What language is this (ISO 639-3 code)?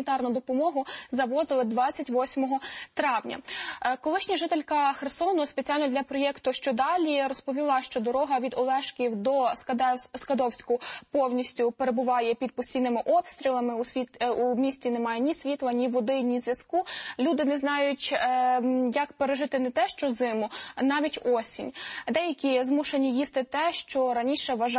ukr